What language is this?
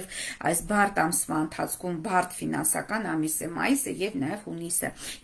Armenian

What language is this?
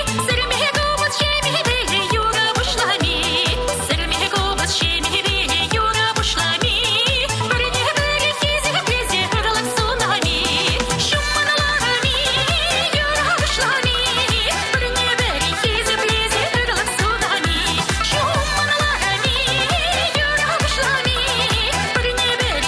Chuvash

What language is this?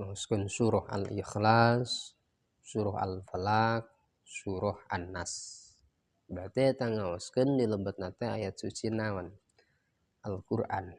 Sundanese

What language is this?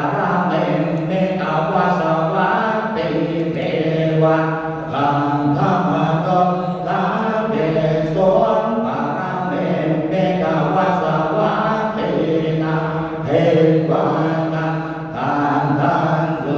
Pali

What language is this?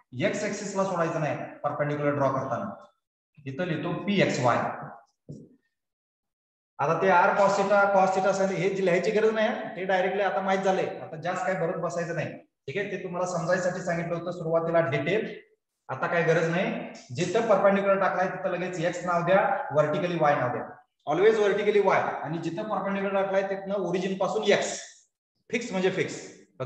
Marathi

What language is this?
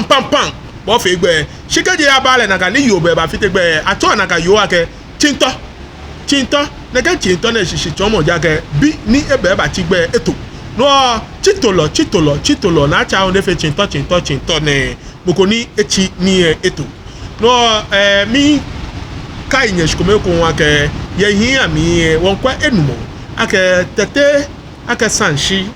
Ga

